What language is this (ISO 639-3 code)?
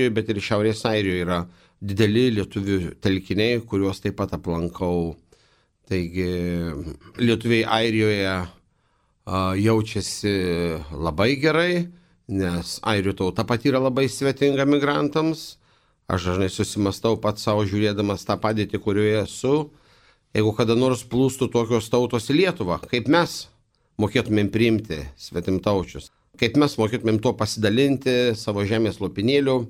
lit